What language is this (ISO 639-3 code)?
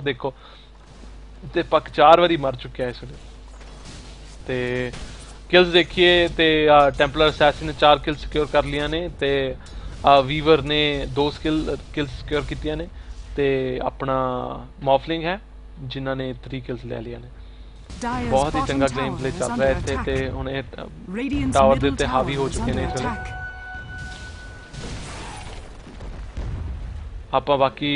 pan